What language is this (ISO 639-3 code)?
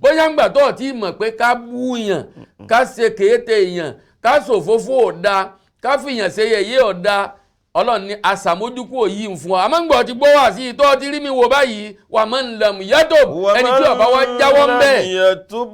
yor